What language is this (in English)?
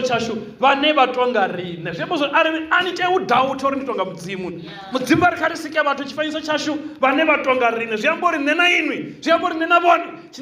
Venda